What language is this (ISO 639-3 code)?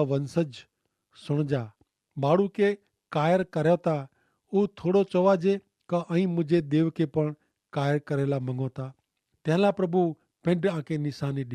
kfr